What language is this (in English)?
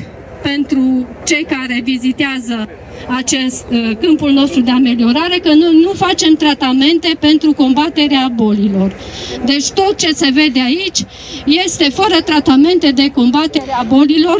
Romanian